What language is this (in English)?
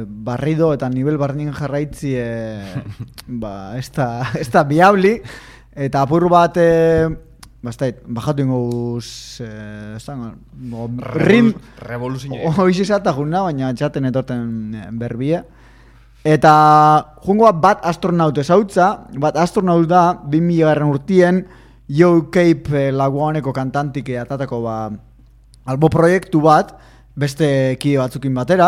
Basque